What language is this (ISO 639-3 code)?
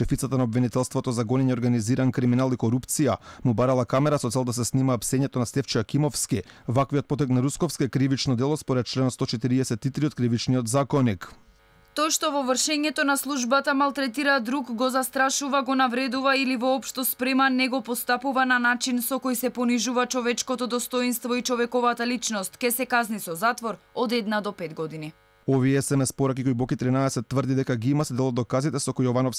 mkd